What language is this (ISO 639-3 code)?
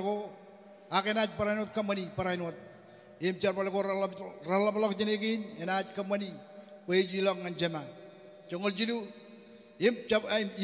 mah